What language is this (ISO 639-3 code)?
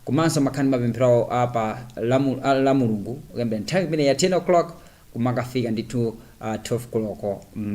nya